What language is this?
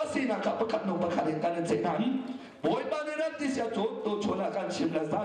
Hakha Chin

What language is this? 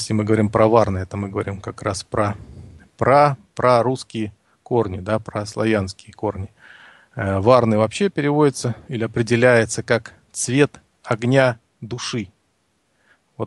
Russian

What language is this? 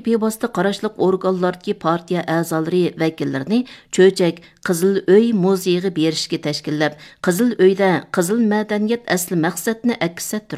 Uyghur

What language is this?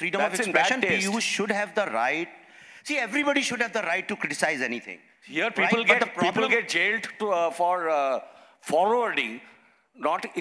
English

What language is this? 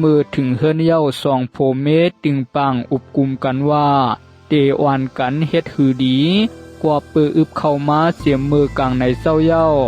Shan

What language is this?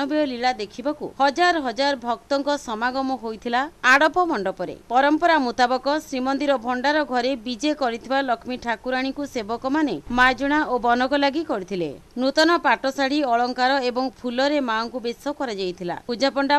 Odia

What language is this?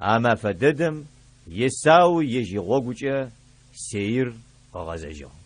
Adyghe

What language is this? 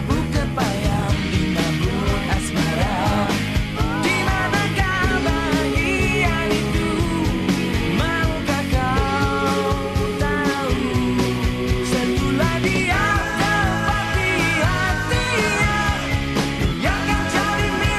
Indonesian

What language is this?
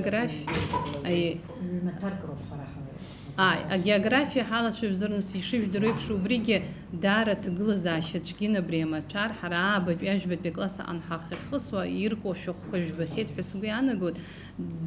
Abkhazian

